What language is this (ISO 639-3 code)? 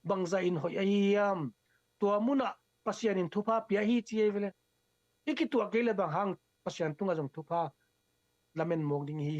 ctd